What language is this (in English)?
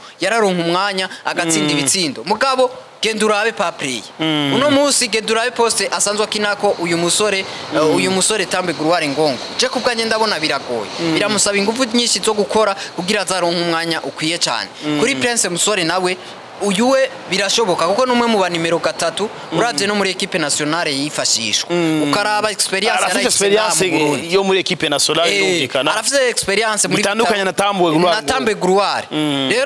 Rundi